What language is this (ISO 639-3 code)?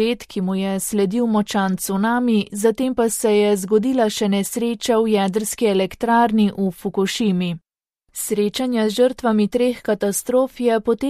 slv